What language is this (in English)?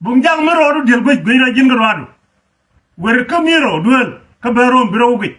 Nuer